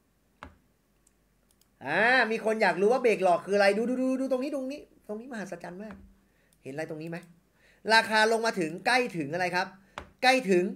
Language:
Thai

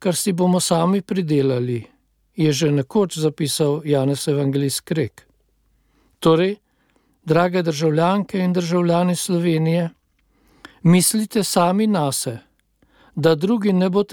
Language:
Slovenian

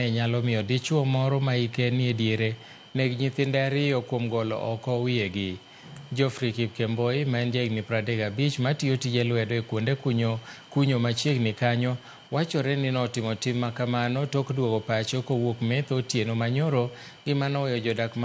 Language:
Luo (Kenya and Tanzania)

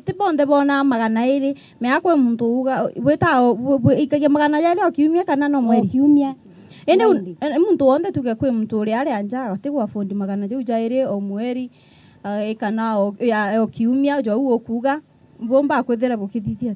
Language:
Meru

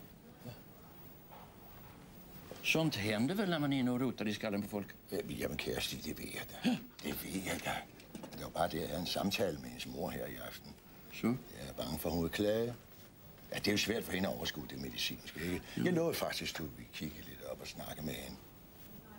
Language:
Danish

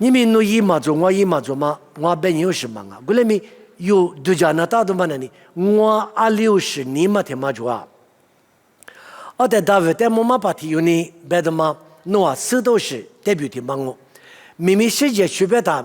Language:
Lisu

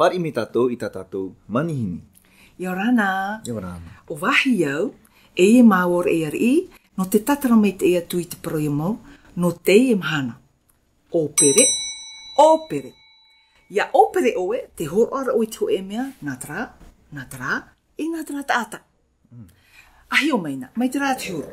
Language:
Tahitian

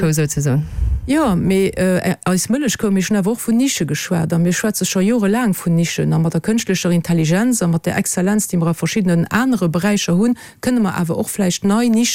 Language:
Luxembourgish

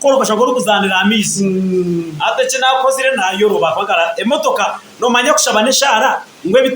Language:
Nyankole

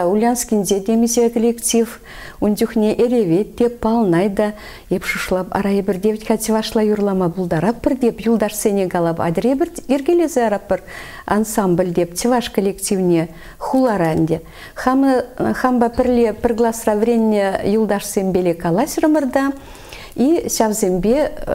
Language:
Chuvash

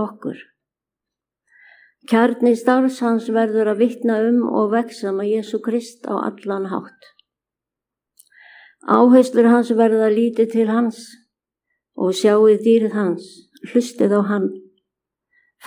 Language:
Icelandic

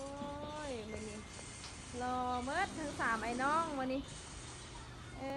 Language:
Lao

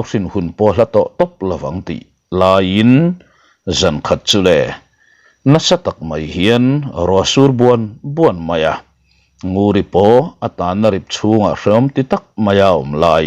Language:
Mizo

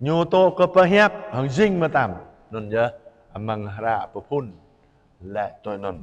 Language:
Jarai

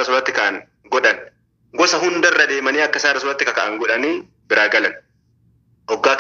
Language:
Oromo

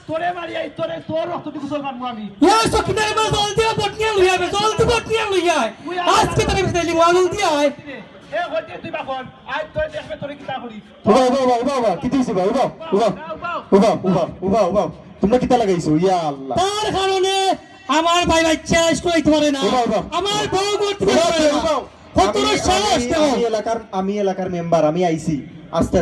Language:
Sylheti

